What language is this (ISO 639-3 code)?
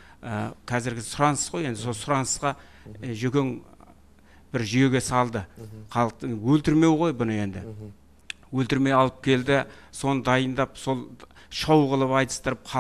kaz